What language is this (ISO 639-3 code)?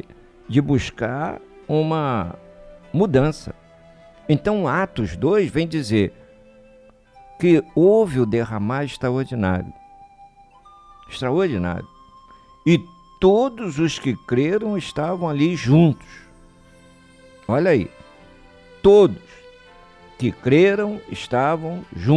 por